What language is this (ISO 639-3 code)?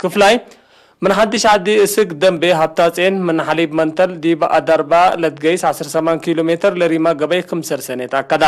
tig